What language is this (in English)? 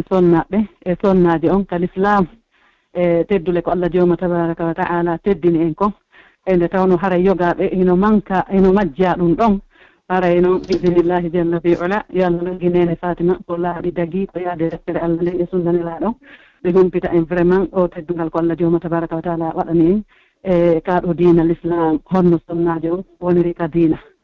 Pular